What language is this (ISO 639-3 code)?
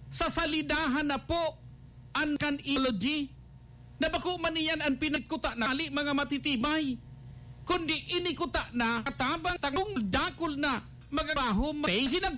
bik